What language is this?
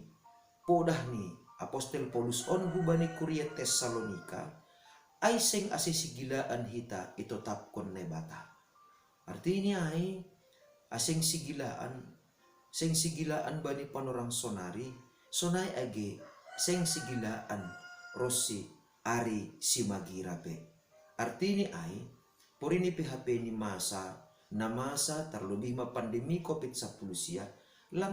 Batak Simalungun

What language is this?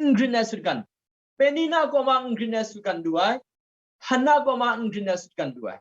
Kachin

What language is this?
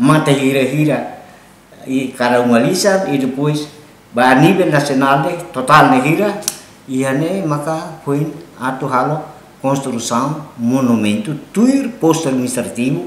Tetum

